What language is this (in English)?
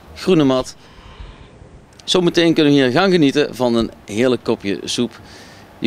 Dutch